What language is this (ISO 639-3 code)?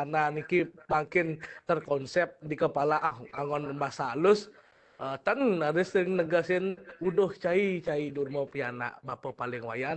ban